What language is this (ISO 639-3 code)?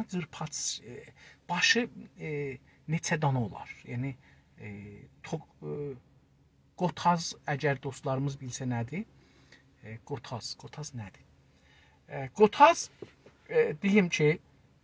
azb